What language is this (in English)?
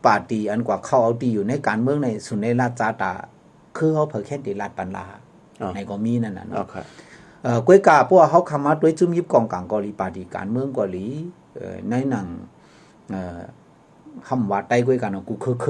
Shan